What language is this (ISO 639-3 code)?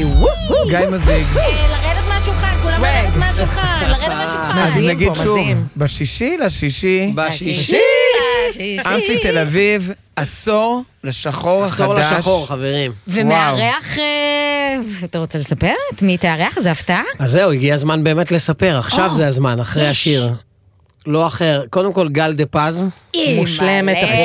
heb